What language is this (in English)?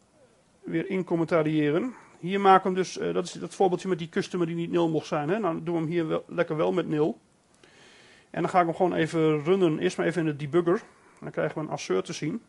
Dutch